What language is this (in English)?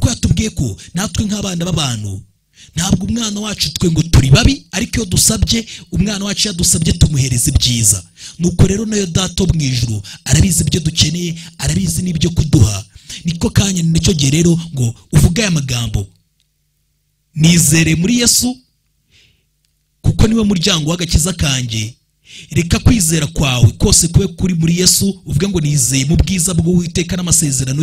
Kinyarwanda